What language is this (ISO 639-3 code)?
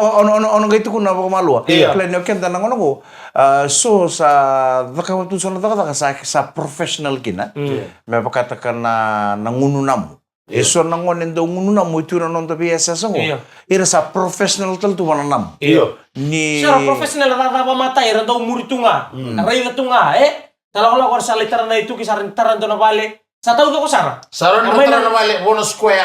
fij